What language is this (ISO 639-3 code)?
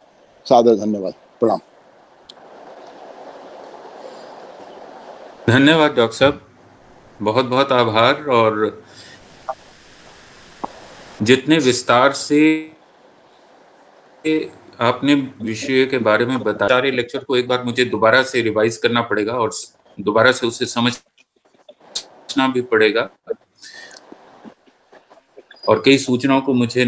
hin